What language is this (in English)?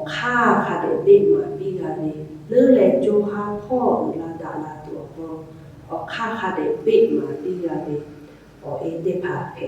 Lahu